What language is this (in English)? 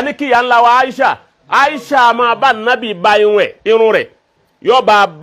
Yoruba